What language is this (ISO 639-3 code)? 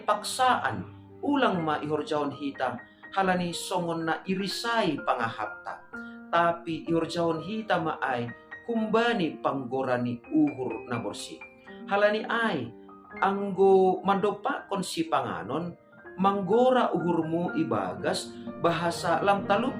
bts